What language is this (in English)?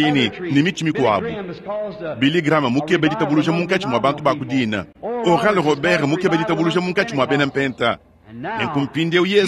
Luba-Lulua